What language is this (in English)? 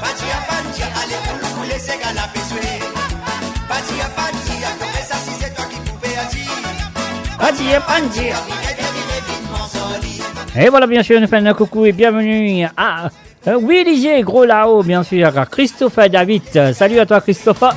Morisyen